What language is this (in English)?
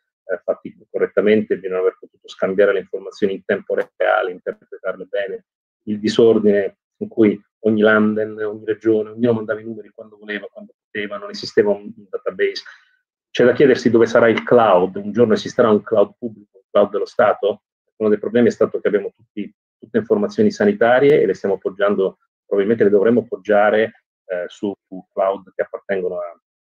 Italian